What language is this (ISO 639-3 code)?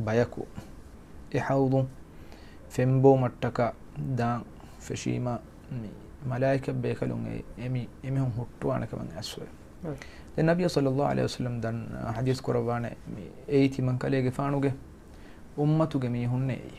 div